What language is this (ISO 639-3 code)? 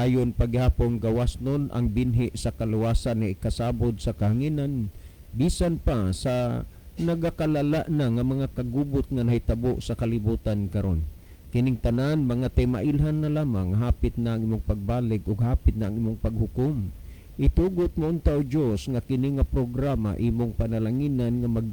ceb